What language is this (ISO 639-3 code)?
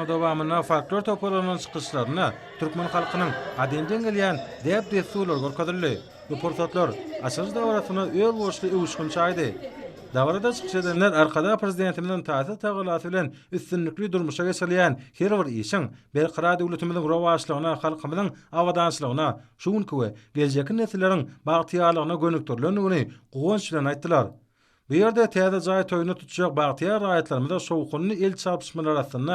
tuk